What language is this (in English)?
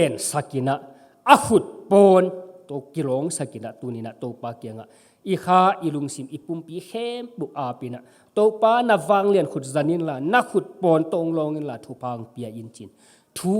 Tedim Chin